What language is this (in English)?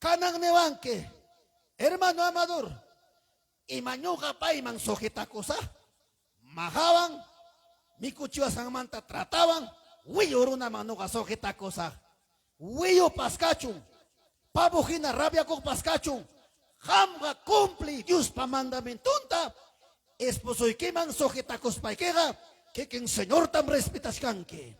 Ayacucho Quechua